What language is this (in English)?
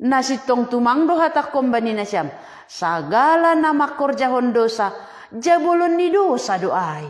Batak Simalungun